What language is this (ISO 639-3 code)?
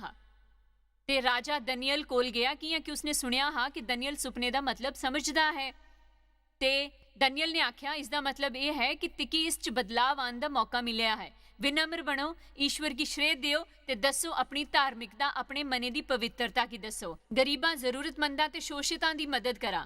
doi